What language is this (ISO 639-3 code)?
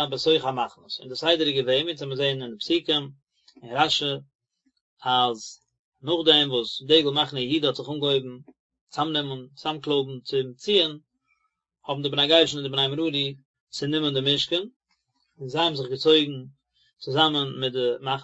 yid